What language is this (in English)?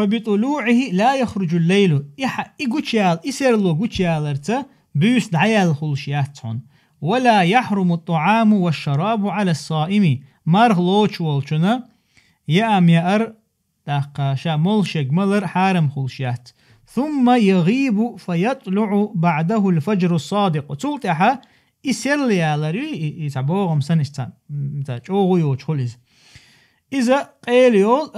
Chechen